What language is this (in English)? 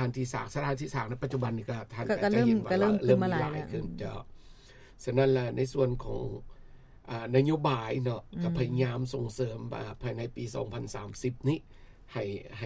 Lao